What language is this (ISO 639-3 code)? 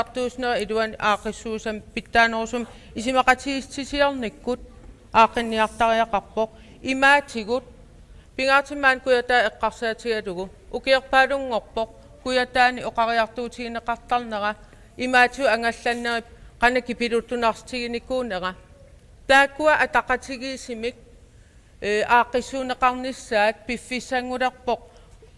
kal